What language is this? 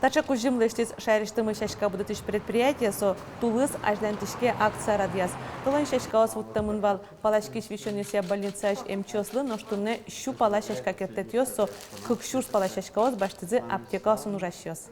Udmurt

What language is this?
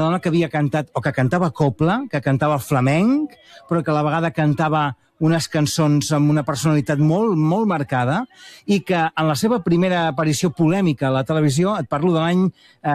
Catalan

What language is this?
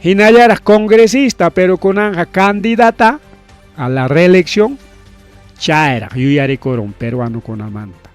Ayacucho Quechua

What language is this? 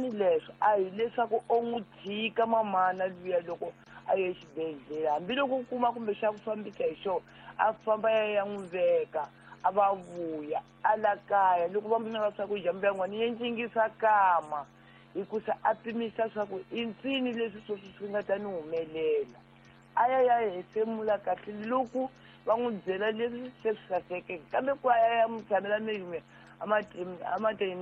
Tsonga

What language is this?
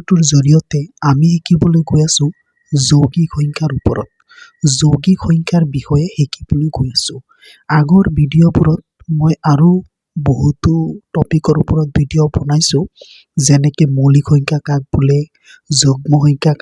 Assamese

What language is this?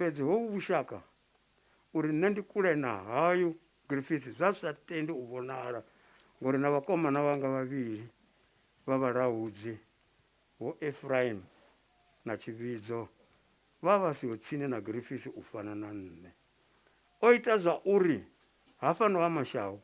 Venda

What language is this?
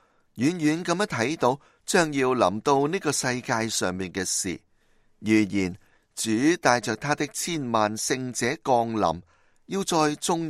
Cantonese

